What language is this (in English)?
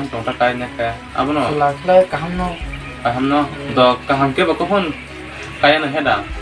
Kok Borok